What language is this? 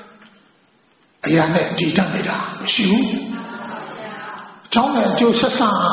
Burmese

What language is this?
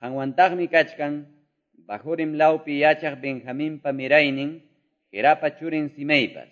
Quechua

